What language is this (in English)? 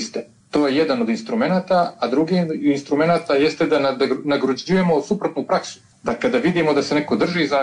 Bosnian